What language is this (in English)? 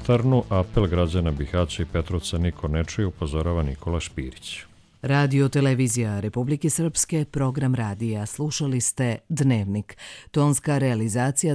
Serbian